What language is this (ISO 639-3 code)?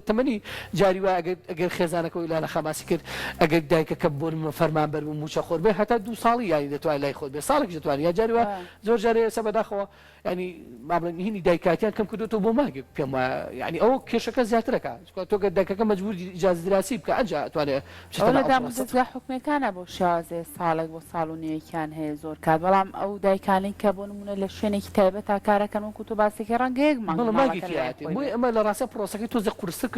ckb